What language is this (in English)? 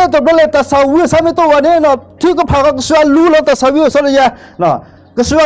S'gaw Karen